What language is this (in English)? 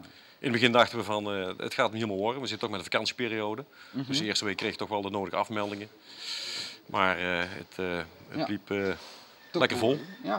Dutch